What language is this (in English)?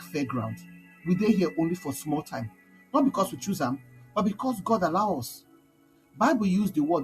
Nigerian Pidgin